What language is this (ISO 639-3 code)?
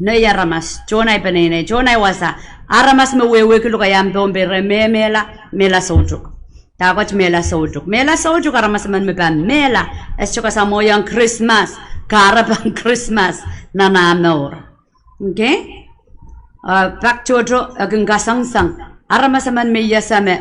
pon